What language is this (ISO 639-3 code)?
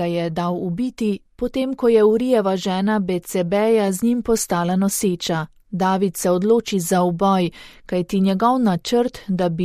slv